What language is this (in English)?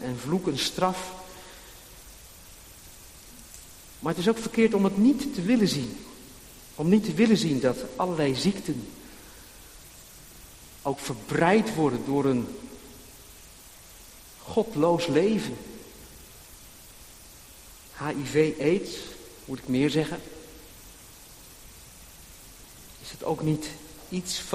Dutch